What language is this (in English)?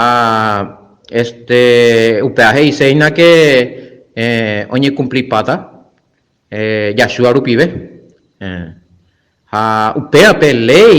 Guarani